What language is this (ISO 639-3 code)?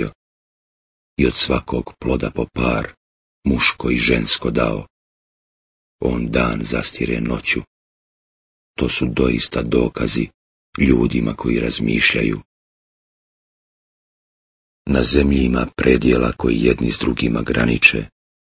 bos